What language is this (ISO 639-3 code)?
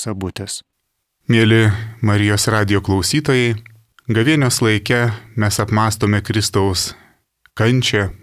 lit